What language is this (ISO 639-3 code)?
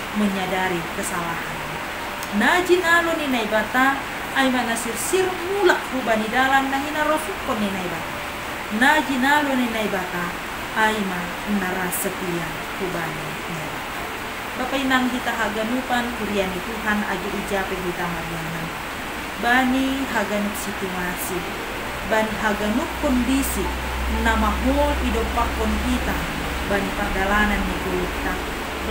bts